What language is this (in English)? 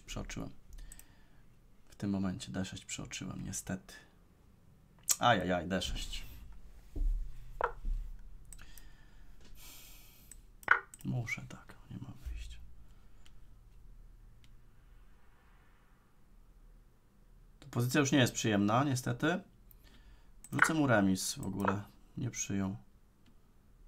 Polish